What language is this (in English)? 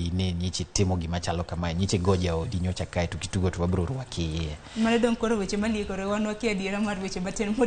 Luo (Kenya and Tanzania)